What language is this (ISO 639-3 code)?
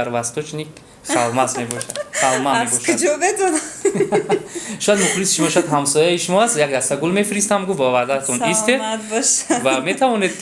tgk